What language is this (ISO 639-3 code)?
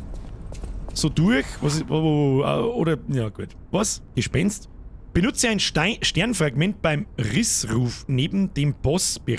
bar